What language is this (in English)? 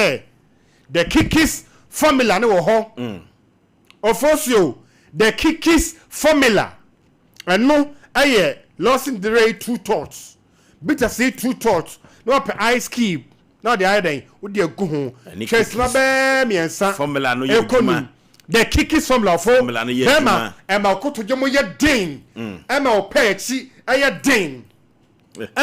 Akan